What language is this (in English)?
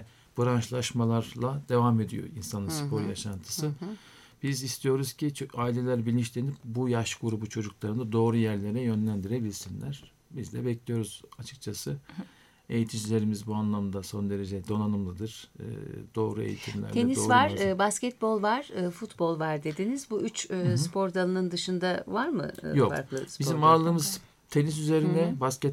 Turkish